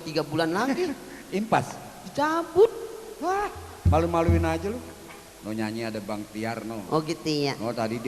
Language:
Betawi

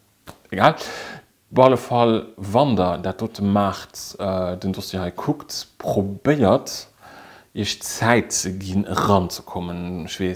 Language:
Luxembourgish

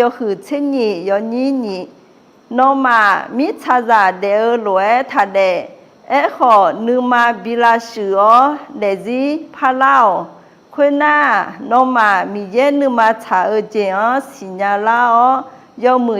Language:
Akha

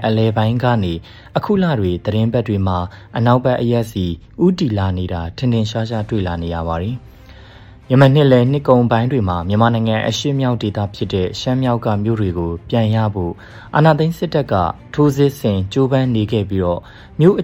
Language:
Burmese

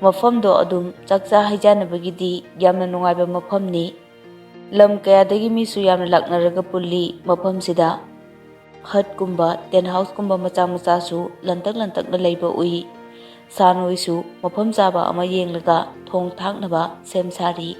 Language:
Manipuri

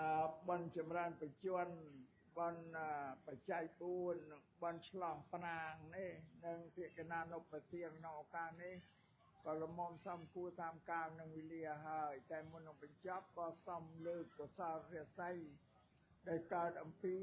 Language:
Khmer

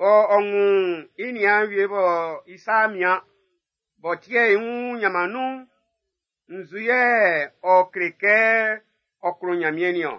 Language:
Baoulé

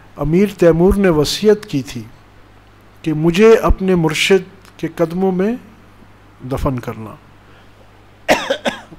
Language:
Urdu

